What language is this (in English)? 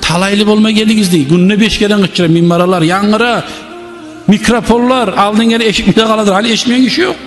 Kumyk